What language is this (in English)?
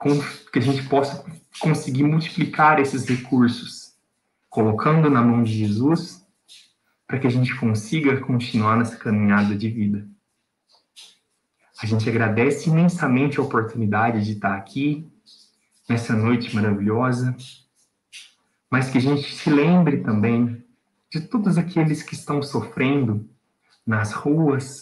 Portuguese